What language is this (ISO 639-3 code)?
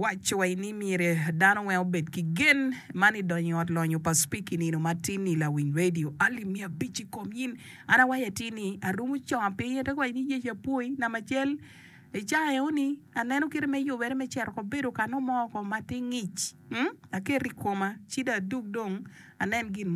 ach